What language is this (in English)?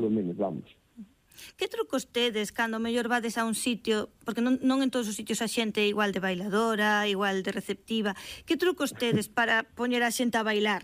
Galician